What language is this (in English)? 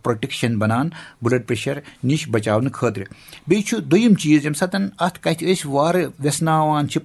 Kashmiri